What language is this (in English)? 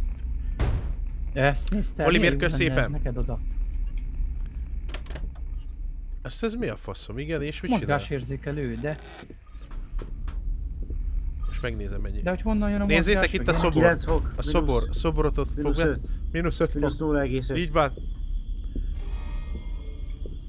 Hungarian